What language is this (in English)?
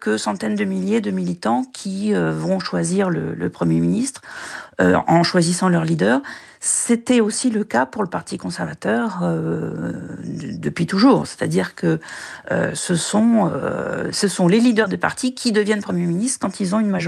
French